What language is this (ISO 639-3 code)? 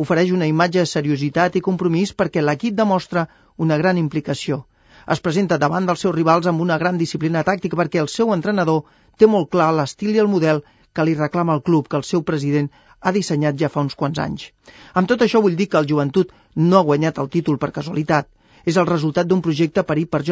cat